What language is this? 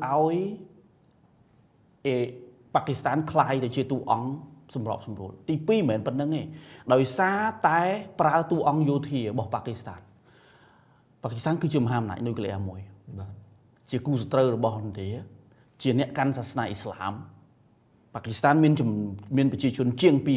Khmer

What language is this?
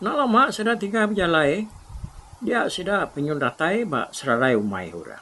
Iban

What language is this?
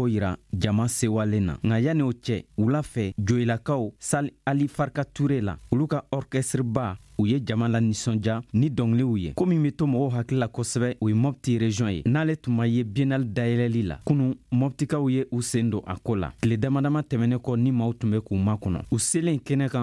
Bambara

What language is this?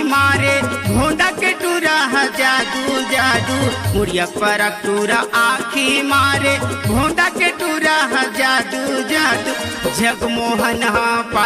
Chhattisgarhi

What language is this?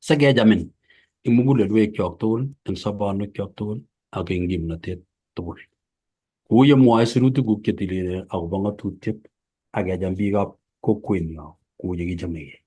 Kalenjin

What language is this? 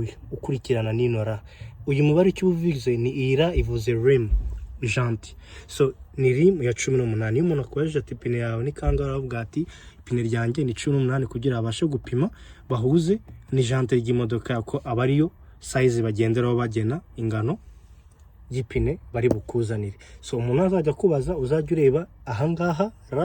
Kinyarwanda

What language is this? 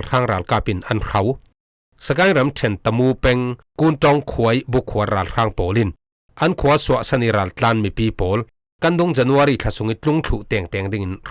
Falam Chin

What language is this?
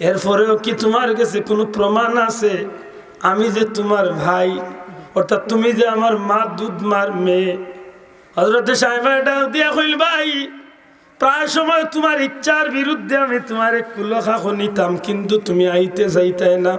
Sylheti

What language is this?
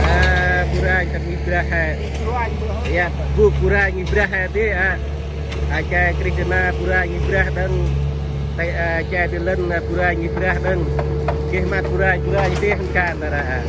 Central Mnong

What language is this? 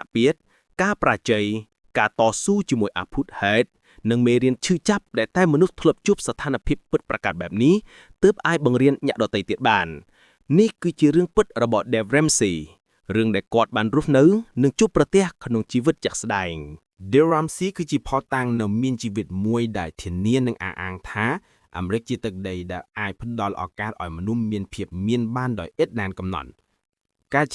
Khmer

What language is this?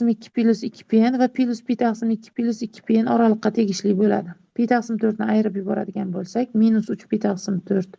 Uzbek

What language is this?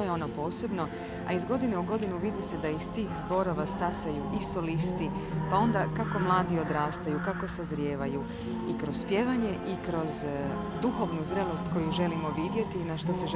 Croatian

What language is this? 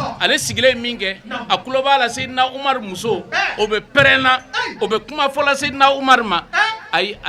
Bambara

